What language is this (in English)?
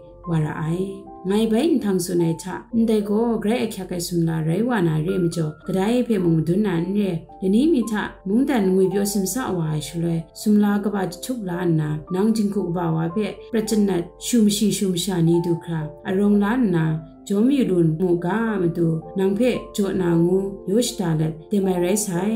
Kachin